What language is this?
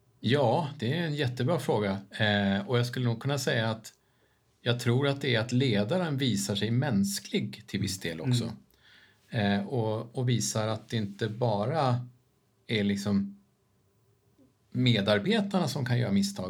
Swedish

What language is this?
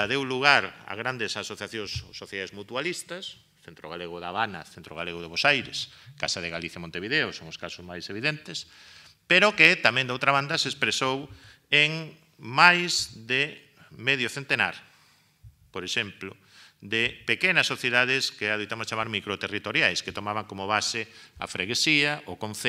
Galician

